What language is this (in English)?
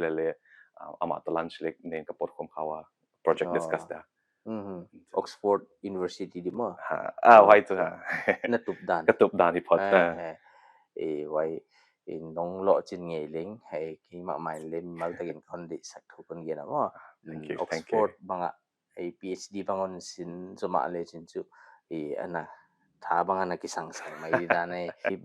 Paite Chin